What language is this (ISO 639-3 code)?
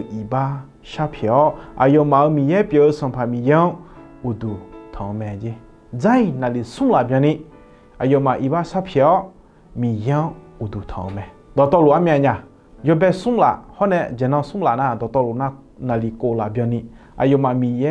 ahk